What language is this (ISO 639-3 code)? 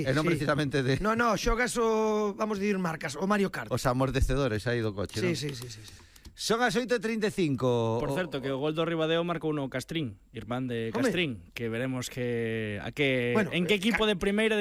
glg